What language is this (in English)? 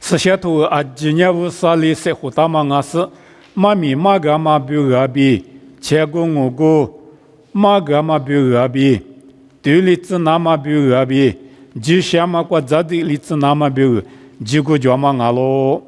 Lisu